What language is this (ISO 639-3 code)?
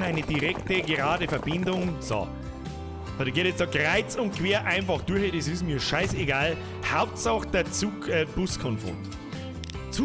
bar